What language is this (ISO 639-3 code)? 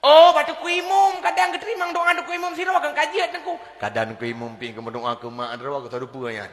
ace